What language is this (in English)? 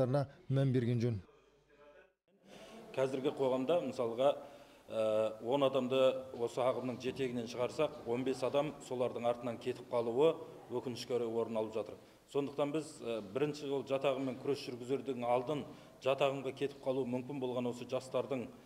Kazakh